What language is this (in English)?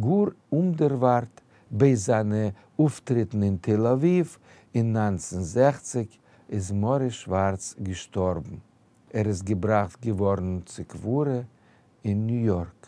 Yiddish